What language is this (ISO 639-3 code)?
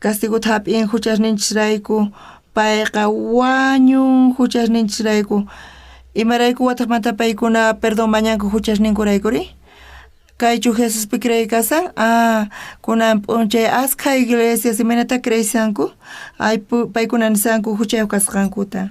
quh